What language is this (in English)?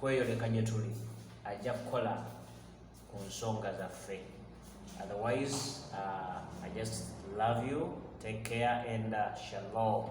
Ganda